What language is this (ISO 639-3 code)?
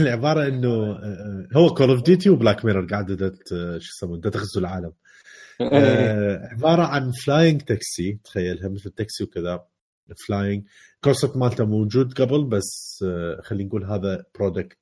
acm